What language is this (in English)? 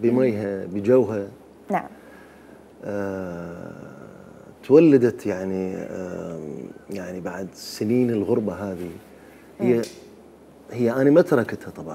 Mesopotamian Arabic